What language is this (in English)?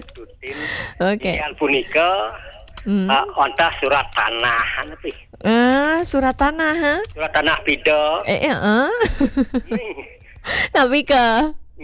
Balinese